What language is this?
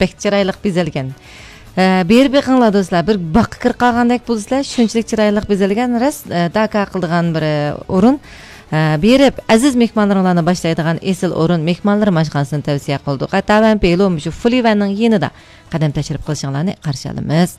Uyghur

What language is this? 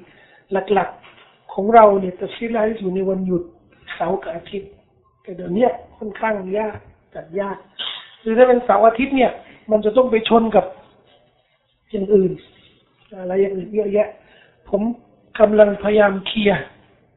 Thai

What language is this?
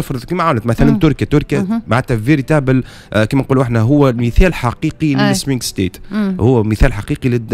Tunisian Arabic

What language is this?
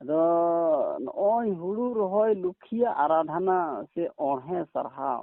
Santali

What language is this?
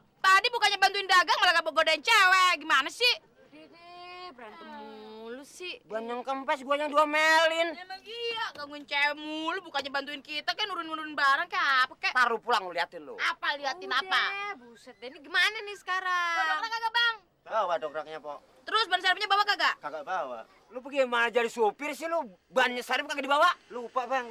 Betawi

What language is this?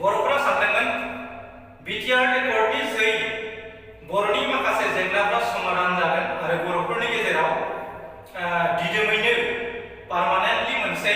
Bodo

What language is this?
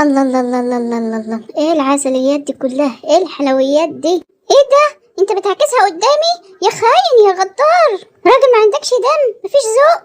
Egyptian Arabic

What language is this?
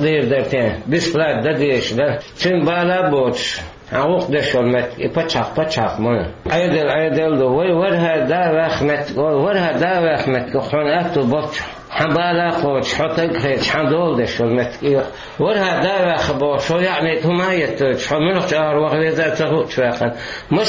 Chechen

